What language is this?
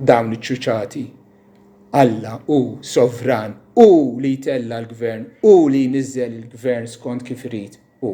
Maltese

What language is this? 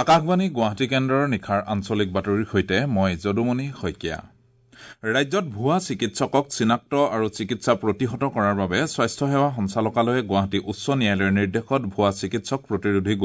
Assamese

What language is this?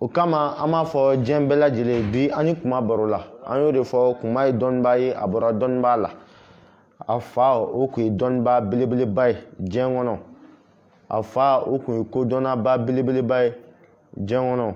Bambara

